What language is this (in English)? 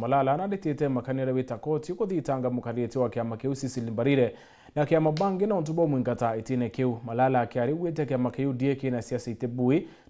Meru